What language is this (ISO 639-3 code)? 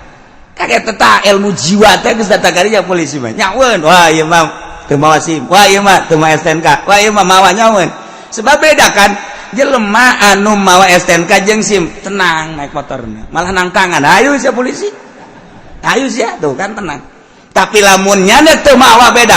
sun